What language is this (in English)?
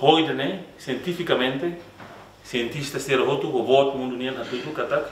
Tetum